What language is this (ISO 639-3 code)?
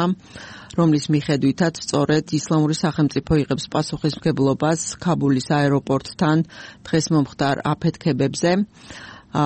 kat